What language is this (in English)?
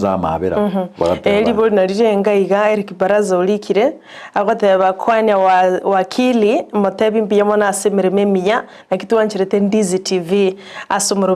Gusii